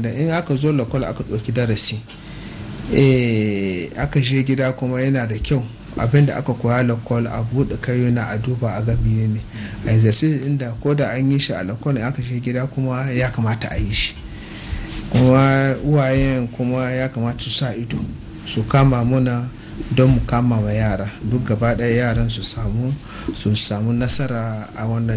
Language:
Hausa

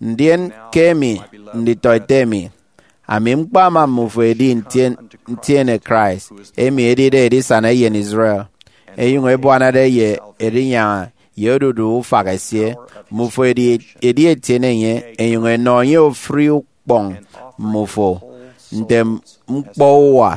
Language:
Efik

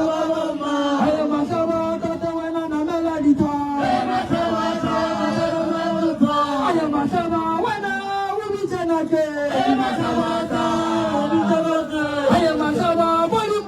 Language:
Northern Sotho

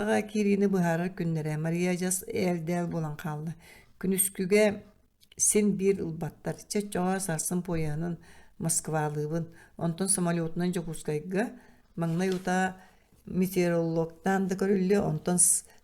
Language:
Yakut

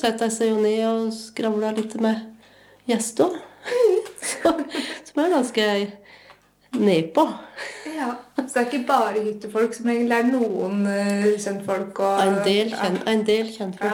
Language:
Norwegian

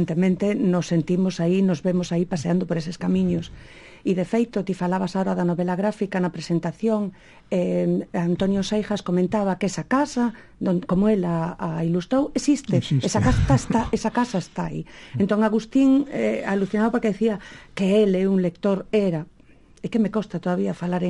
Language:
Galician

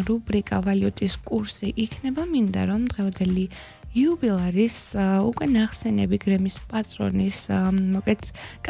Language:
Georgian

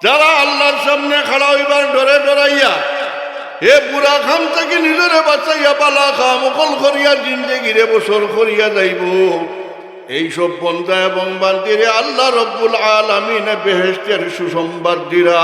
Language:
Sylheti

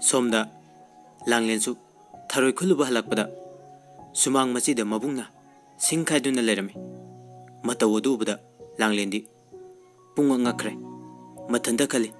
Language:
Manipuri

